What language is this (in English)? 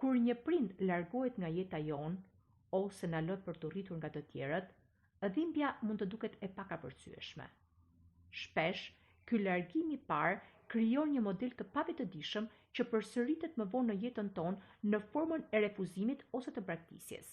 Albanian